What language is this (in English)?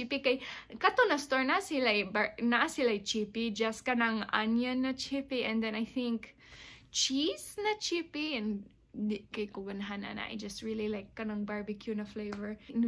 Cebuano